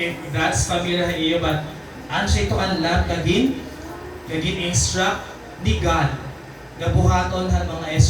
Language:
Waray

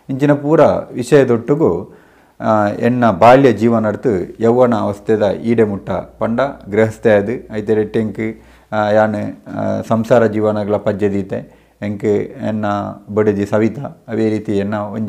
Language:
Tulu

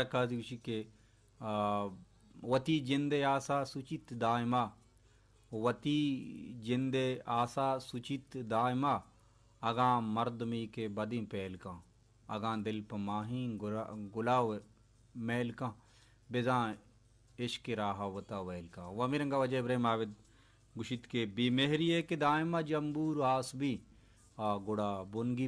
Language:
Baluchi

